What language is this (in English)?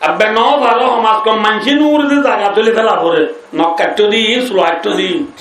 Rohingya